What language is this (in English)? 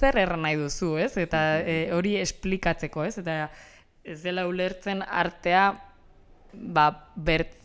Basque